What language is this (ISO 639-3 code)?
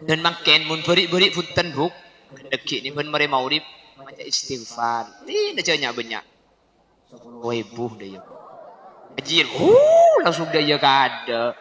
mad